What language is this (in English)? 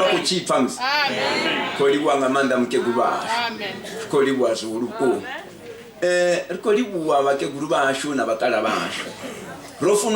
Venda